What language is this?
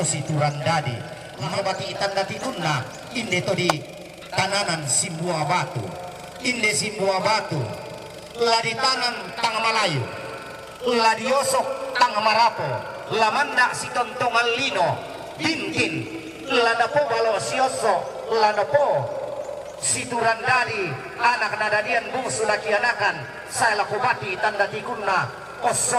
Toraja-Sa'dan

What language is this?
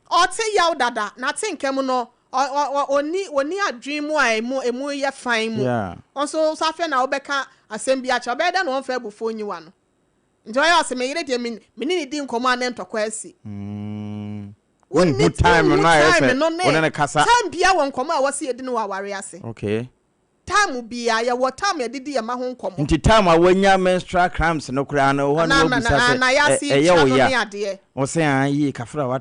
Akan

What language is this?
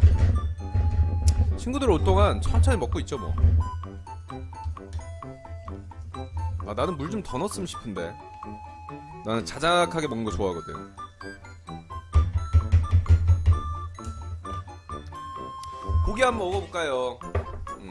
Korean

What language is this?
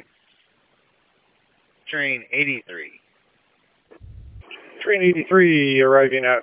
English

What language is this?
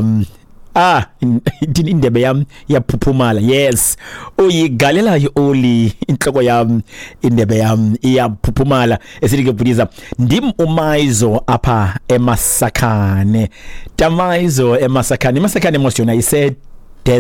Xhosa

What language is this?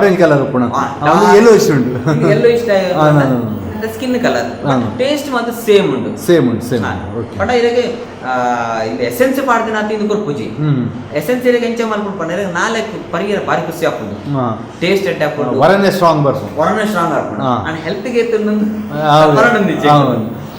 Tulu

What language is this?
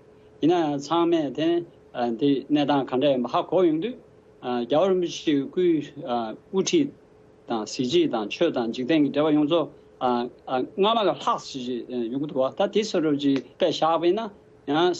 Tibetan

